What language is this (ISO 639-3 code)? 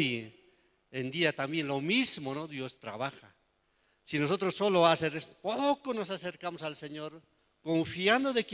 quh